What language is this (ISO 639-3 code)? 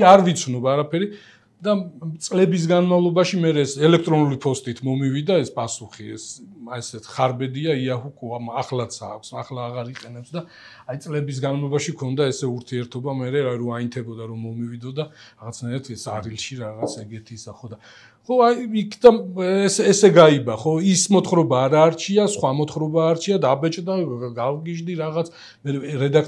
kat